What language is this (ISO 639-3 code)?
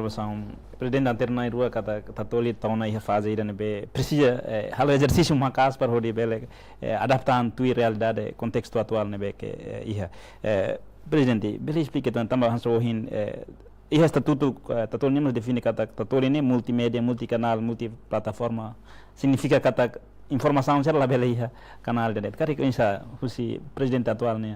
tet